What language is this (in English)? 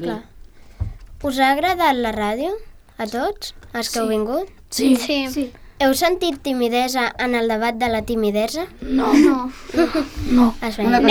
Catalan